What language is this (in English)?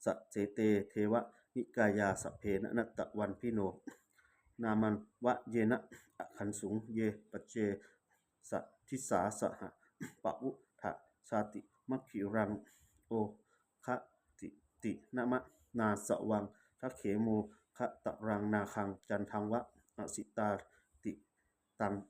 Pali